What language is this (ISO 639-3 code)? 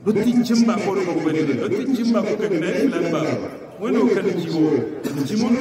hau